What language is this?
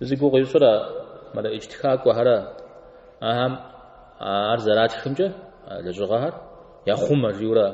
Kabardian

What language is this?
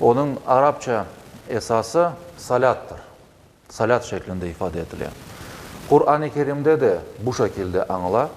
Crimean Tatar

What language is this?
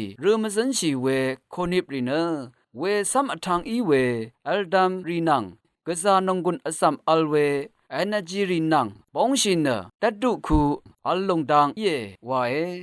Rawang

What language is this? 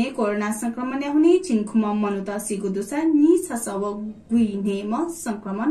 Newari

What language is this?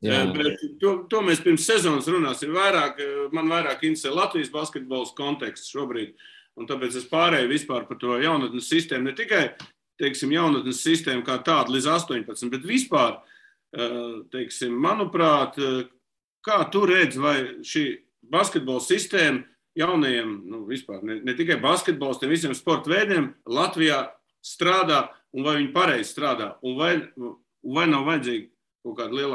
Latvian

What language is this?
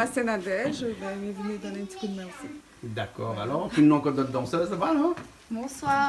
Réunion Creole French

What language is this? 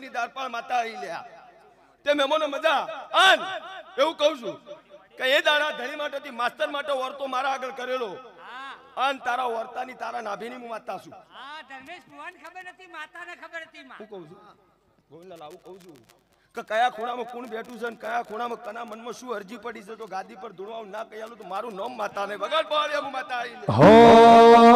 Gujarati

